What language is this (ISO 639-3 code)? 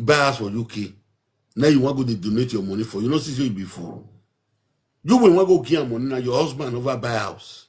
pcm